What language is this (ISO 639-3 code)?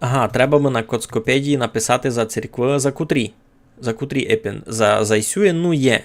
rue